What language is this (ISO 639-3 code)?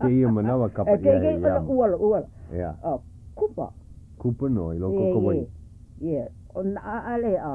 haw